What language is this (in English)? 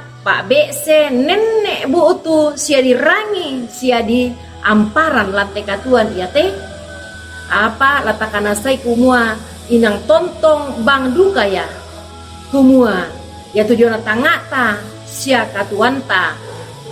Toraja-Sa'dan